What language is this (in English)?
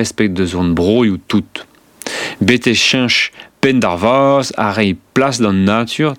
Breton